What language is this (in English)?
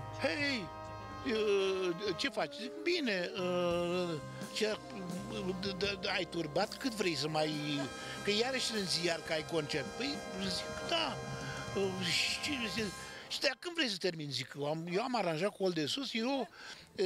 Romanian